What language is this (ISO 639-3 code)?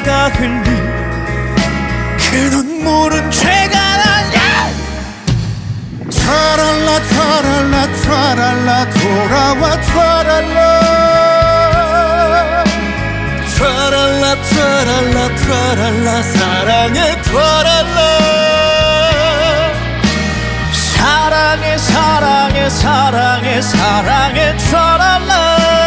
kor